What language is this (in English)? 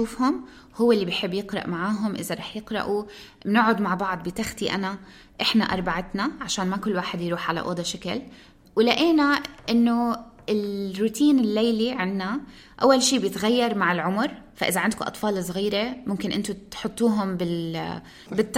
North Levantine Arabic